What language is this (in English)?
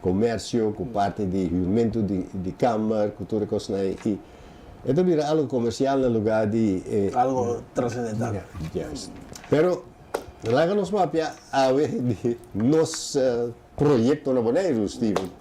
Papiamento